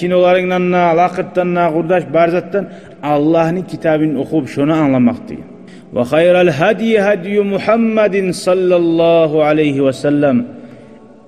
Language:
Kumyk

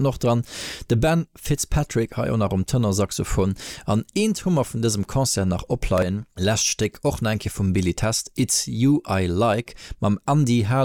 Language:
Luxembourgish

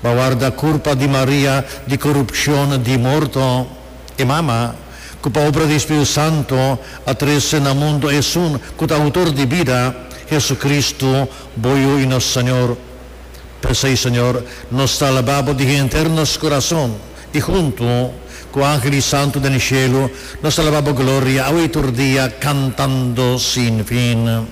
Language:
Papiamento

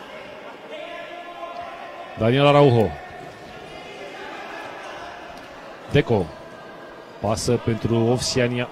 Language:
Romanian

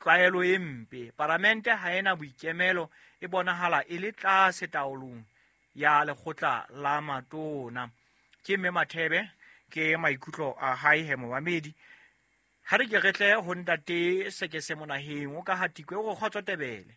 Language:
Southern Sotho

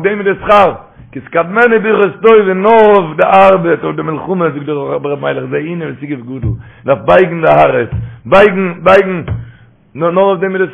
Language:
Yiddish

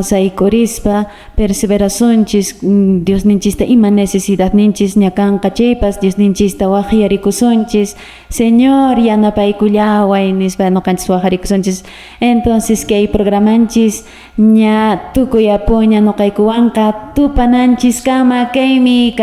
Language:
Quechua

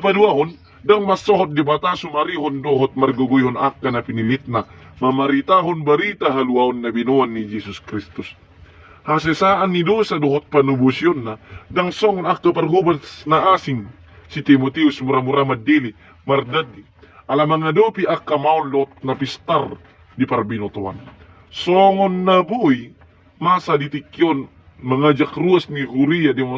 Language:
Batak Toba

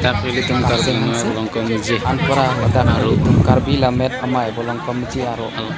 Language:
Karbi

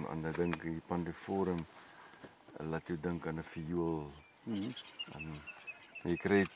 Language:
Afrikaans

